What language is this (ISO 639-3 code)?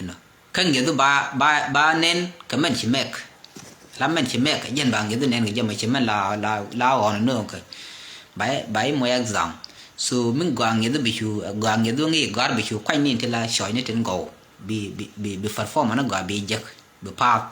nus